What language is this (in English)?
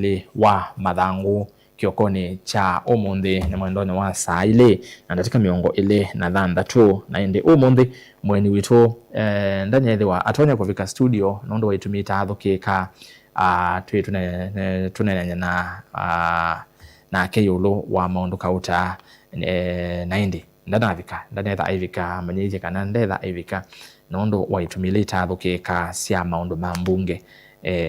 Kamba